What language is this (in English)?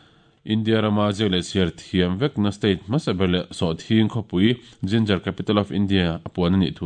Mizo